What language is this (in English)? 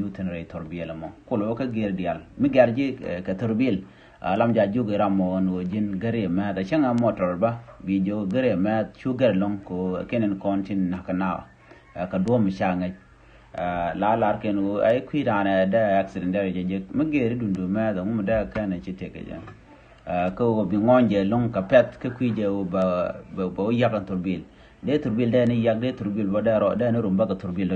Nuer